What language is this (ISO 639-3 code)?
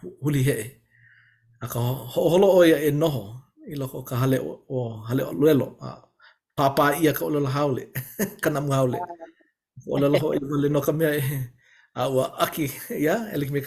haw